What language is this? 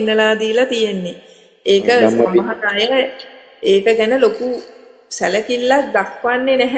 Sinhala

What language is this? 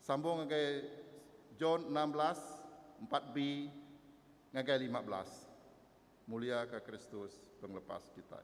Iban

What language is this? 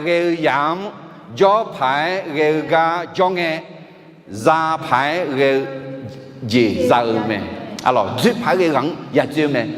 Akha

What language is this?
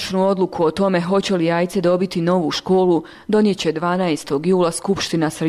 Bosnian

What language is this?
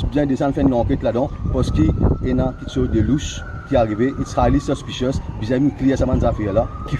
Morisyen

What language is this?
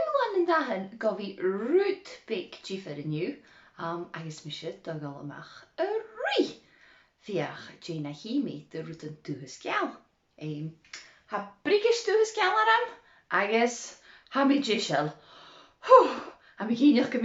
Scottish Gaelic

